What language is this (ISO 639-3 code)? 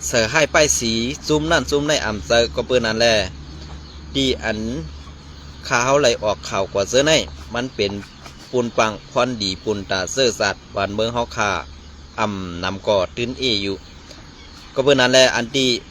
shn